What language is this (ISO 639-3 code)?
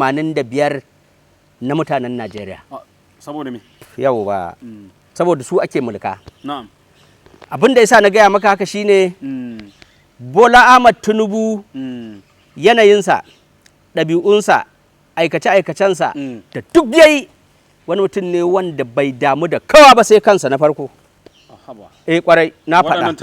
hau